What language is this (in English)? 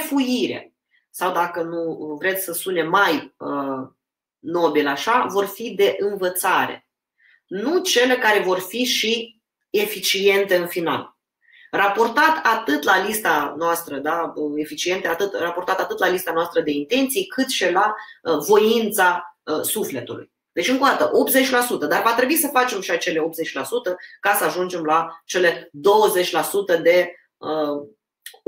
Romanian